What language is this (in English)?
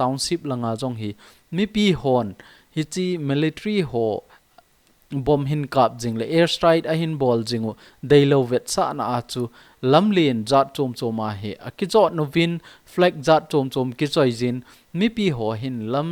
Thado Chin